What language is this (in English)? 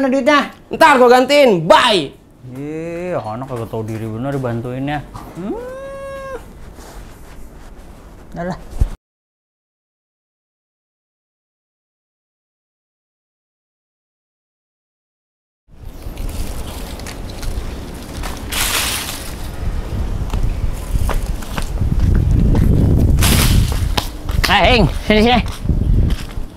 Indonesian